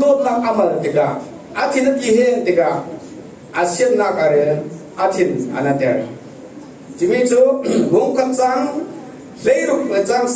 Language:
Falam Chin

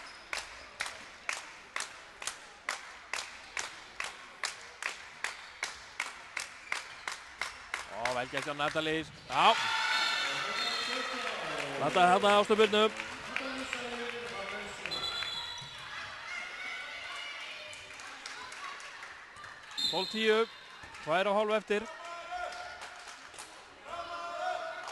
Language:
Icelandic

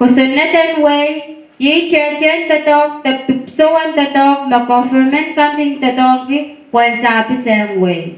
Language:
Pohnpeian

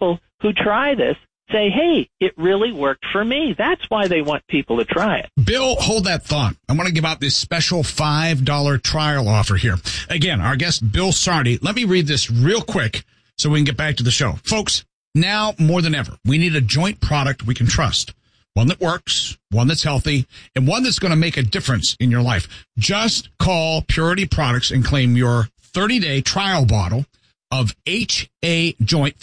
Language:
English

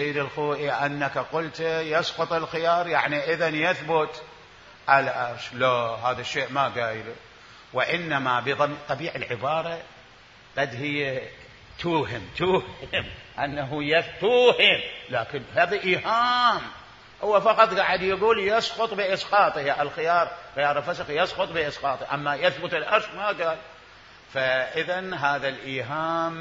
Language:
Mesopotamian Arabic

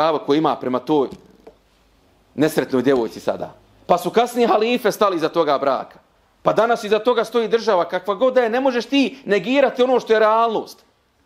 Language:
Bosnian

